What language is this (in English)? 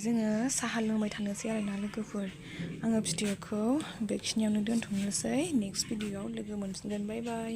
Bodo